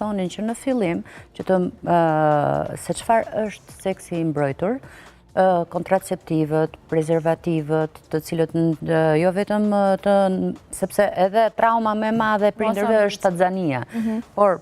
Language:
Albanian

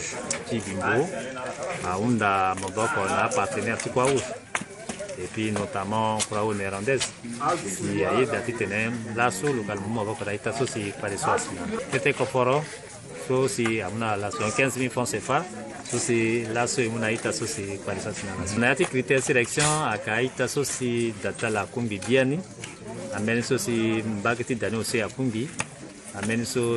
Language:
Sango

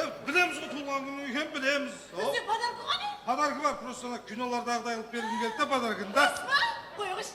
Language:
Kara-Kalpak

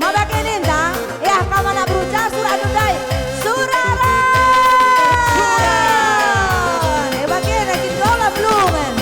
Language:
Batak Karo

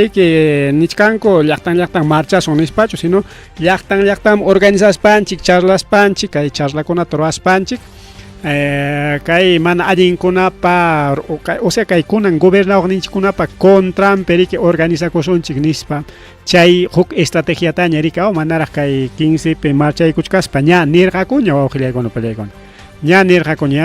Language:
Ayacucho Quechua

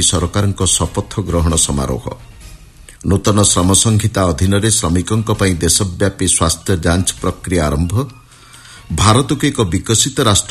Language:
Odia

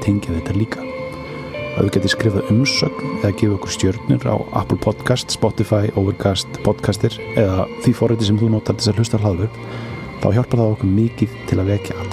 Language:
Icelandic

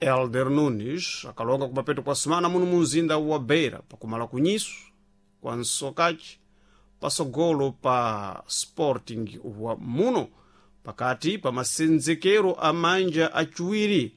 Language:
Sena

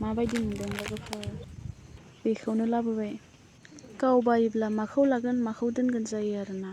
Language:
Bodo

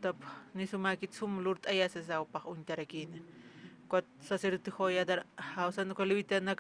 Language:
Aymara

